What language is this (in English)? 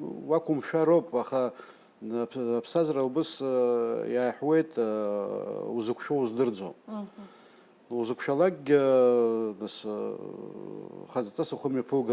Abkhazian